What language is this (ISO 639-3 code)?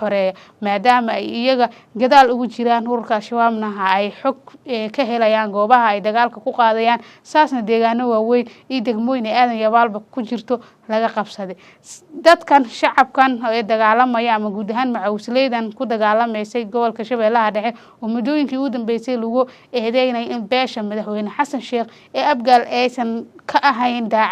som